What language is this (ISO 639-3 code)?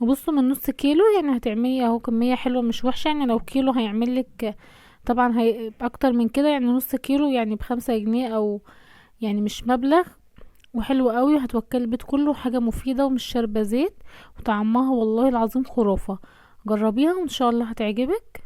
arz